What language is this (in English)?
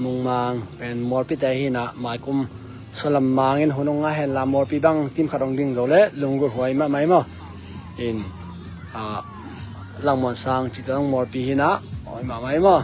Tedim Chin